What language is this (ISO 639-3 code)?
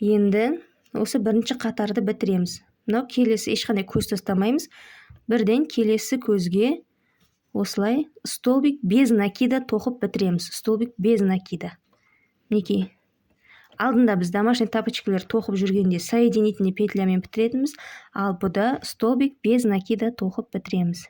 kaz